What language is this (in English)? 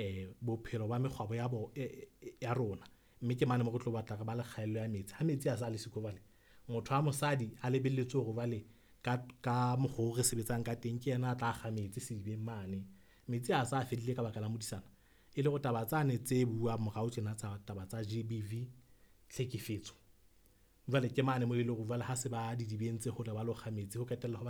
Southern Sotho